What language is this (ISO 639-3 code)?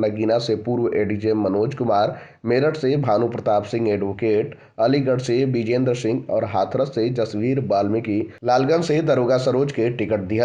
bho